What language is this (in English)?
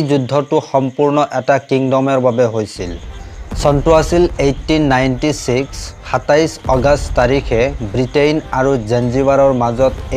Assamese